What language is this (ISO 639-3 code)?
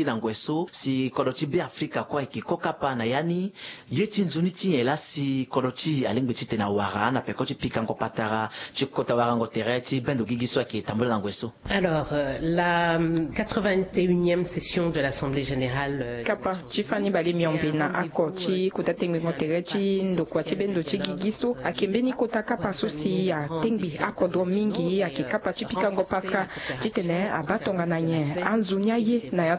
sag